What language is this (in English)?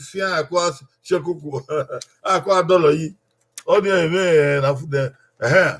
Bini